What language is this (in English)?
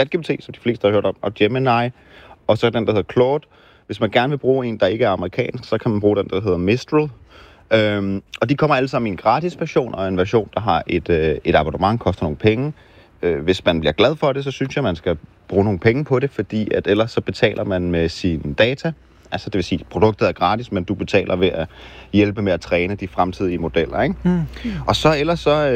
Danish